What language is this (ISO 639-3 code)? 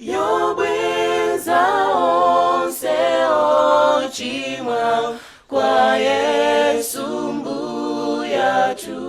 nya